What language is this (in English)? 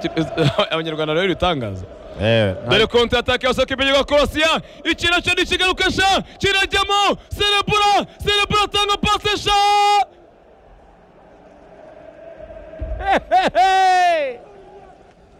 Kinyarwanda